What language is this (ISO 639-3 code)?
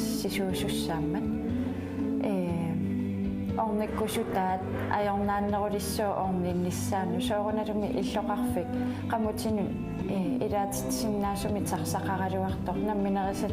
kal